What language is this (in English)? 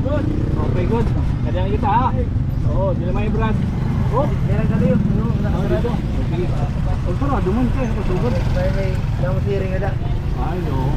Waray